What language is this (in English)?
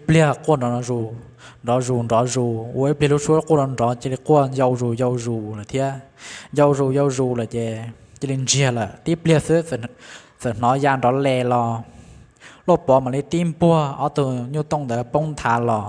Hmong